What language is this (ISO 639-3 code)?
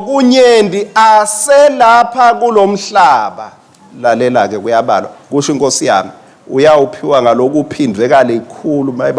ssw